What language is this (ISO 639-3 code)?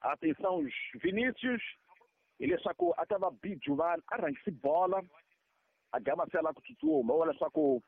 tso